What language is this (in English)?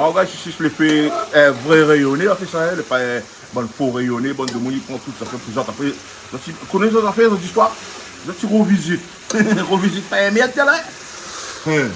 Réunion Creole French